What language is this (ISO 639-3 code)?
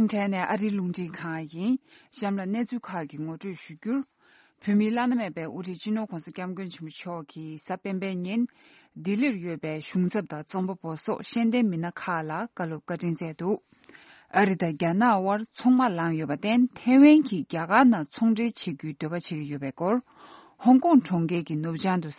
bod